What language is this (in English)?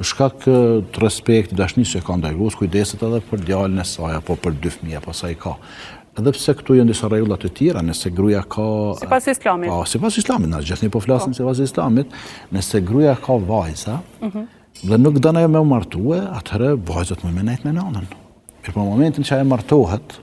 Albanian